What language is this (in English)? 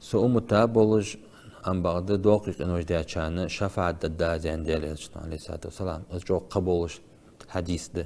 Ingush